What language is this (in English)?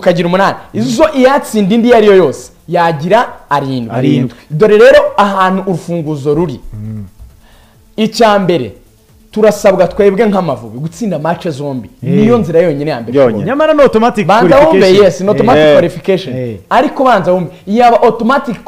Kinyarwanda